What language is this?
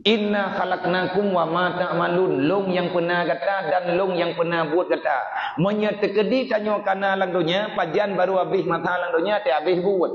Achinese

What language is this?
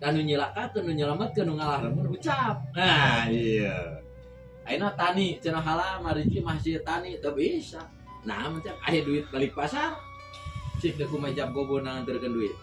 Sundanese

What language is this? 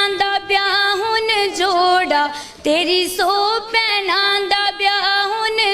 Dogri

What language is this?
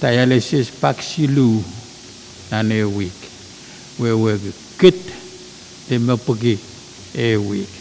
Pohnpeian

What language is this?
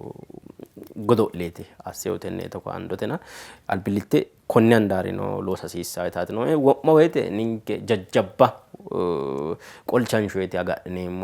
Sidamo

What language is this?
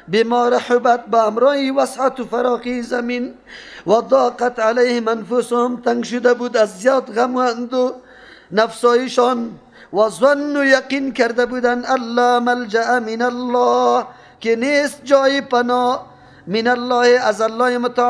Persian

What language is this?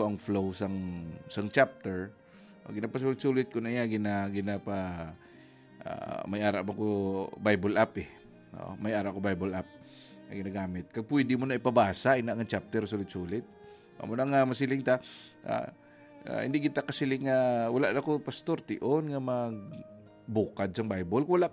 Hiligaynon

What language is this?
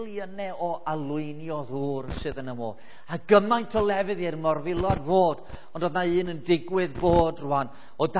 Welsh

